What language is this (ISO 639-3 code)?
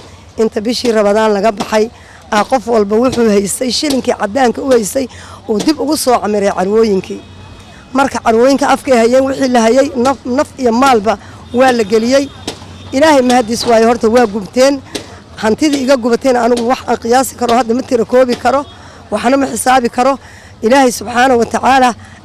som